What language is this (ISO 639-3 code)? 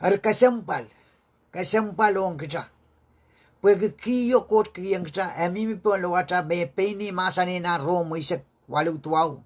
pon